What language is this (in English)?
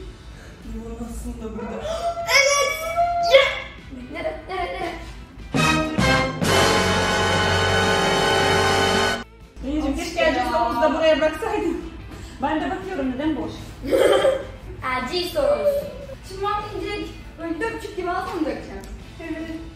Turkish